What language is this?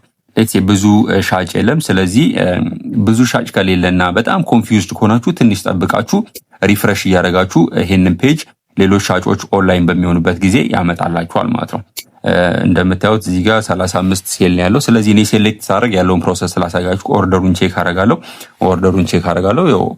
Amharic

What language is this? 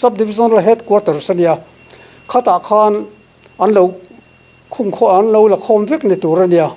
Mizo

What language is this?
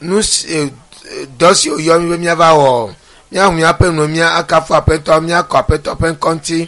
Ewe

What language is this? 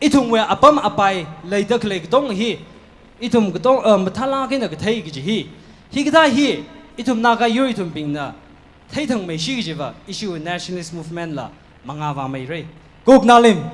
Tangkhul Naga (India)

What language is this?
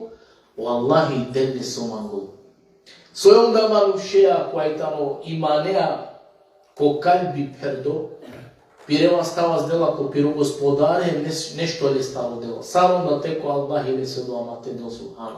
Balkan Romani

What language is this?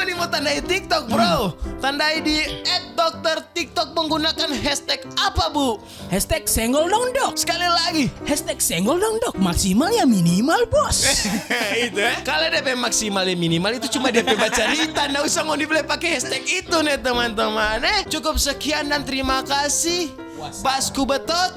Manado Malay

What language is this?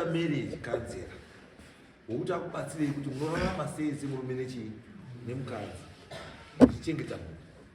Shona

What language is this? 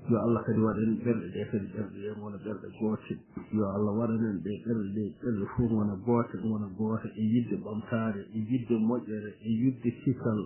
Fula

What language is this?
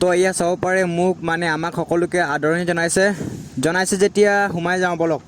Assamese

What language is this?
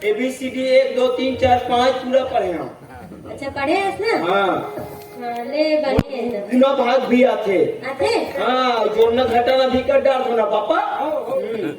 Chhattisgarhi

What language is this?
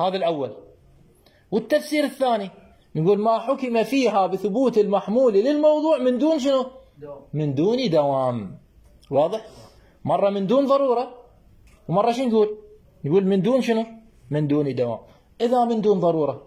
Mesopotamian Arabic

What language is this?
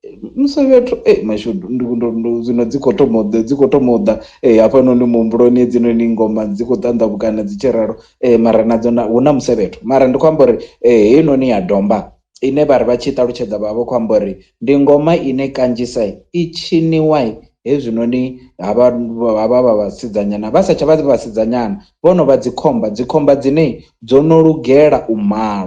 Venda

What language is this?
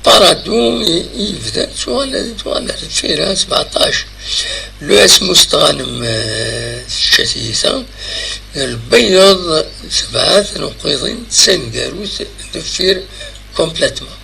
Kabyle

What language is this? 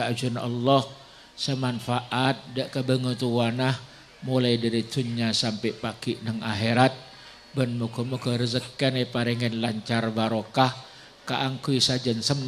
Madurese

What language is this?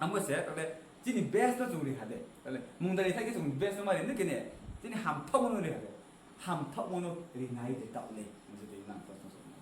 Riang (India)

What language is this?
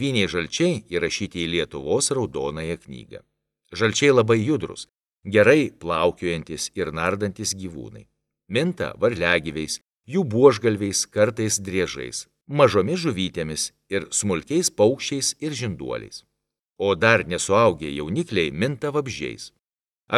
Lithuanian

